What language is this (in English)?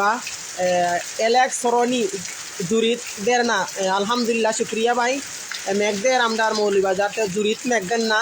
Sylheti